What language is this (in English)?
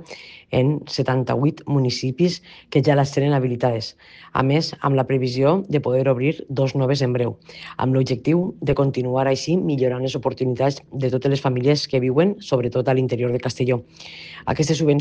Catalan